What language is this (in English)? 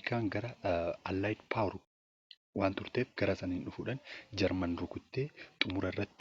Oromo